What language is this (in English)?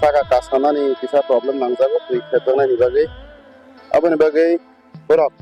Kok Borok